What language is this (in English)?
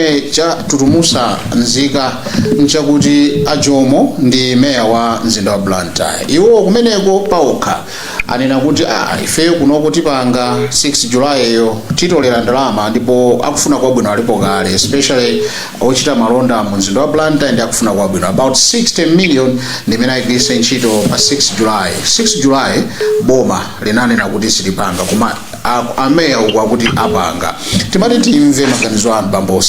Nyanja